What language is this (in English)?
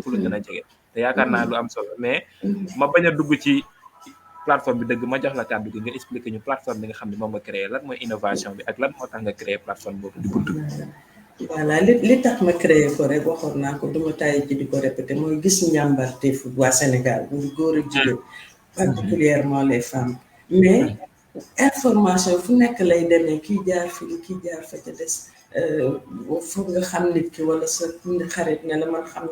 Wolof